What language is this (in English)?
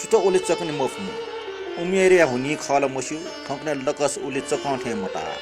Newari